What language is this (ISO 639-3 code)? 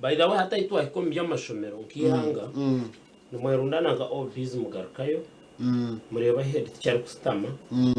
nyn